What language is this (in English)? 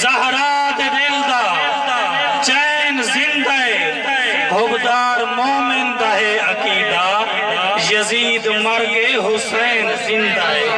Saraiki